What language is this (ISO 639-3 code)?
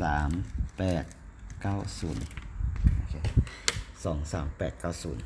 lao